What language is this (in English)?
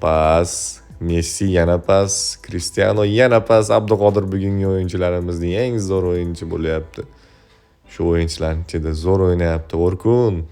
Uzbek